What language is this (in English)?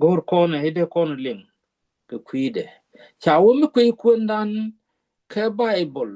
Nuer